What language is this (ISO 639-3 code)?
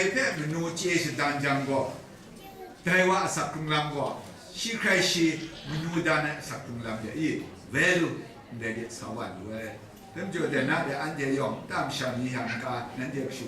kac